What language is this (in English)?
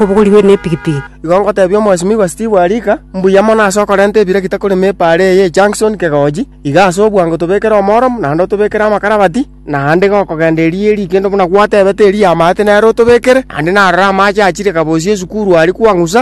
Gusii